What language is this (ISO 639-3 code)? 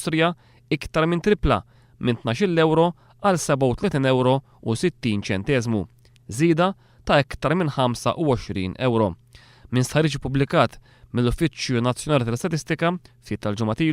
mlt